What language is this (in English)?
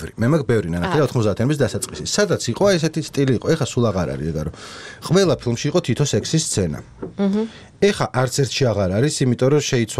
Georgian